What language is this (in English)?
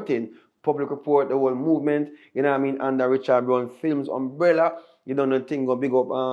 Jamaican Creole English